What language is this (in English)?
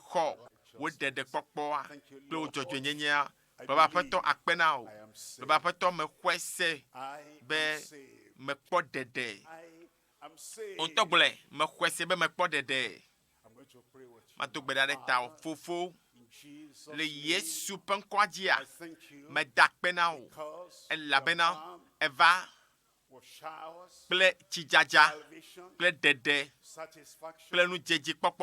Ewe